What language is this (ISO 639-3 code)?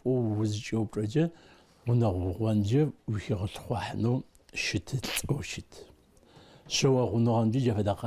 ady